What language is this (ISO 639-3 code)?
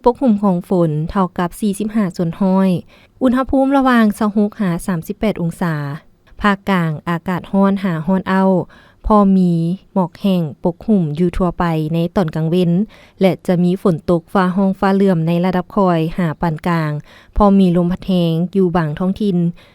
lao